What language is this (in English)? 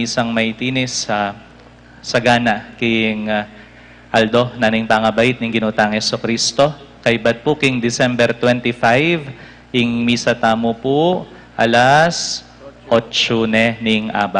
Pampanga